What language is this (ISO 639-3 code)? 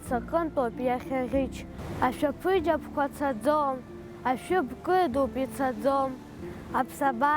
abk